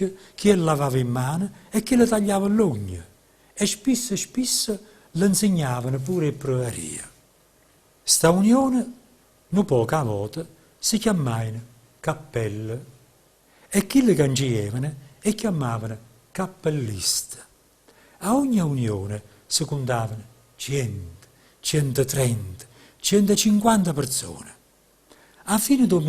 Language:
Neapolitan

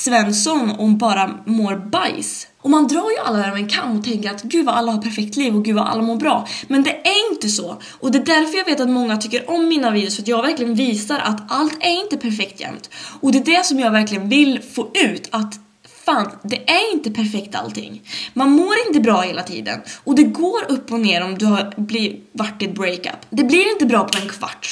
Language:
Swedish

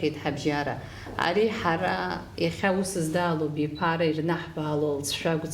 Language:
Abkhazian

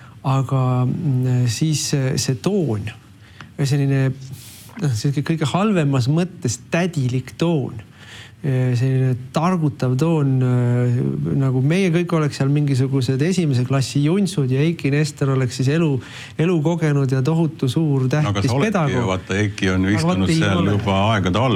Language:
Estonian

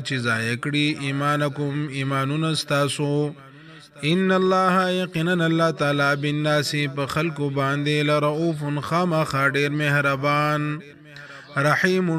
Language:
Pashto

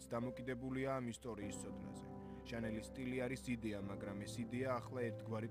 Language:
Georgian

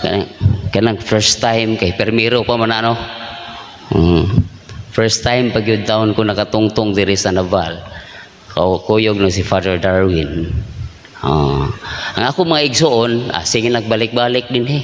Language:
Cebuano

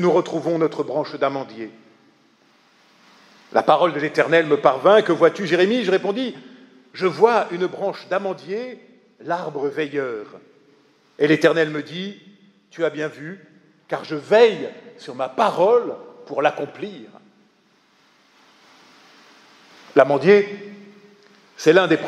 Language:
French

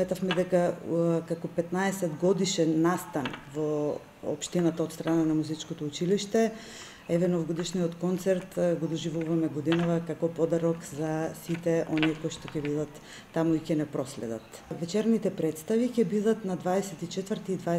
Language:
Macedonian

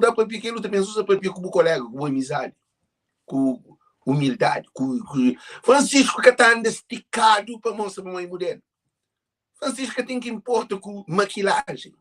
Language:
Kabuverdianu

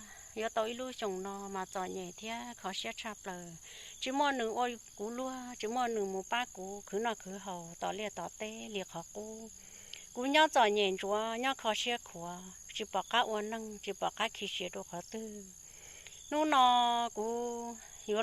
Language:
Hmong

